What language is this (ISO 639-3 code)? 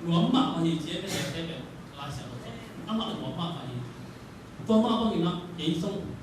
ctd